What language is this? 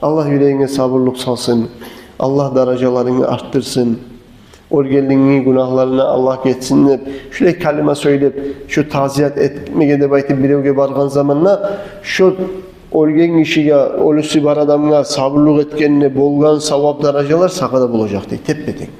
Kumyk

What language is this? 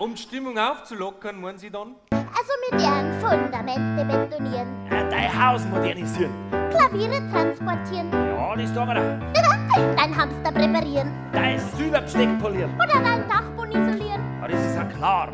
Bavarian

